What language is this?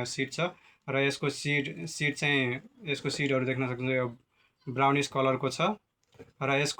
Nepali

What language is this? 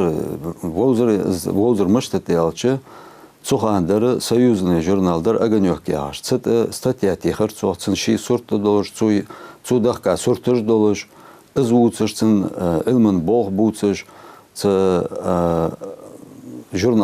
Ingush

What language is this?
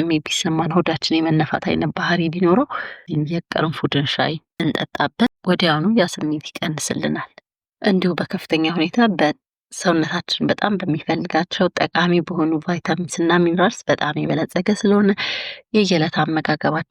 Amharic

